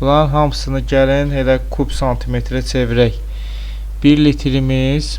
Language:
Azerbaijani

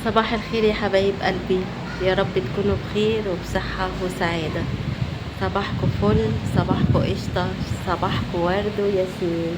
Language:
Egyptian Arabic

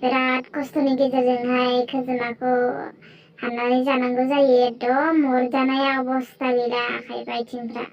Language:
Bodo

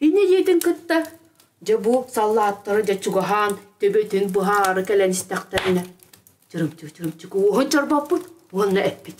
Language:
Yakut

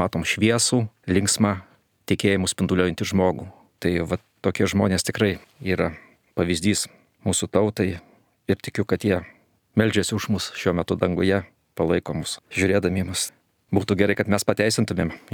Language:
Lithuanian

